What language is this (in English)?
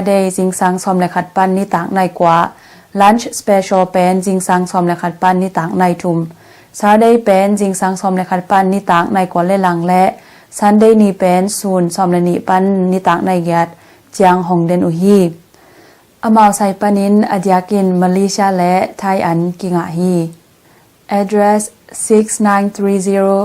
Tedim Chin